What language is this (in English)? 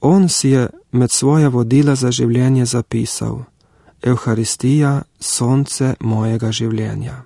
Slovenian